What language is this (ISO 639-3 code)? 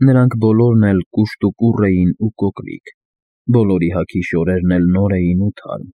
hye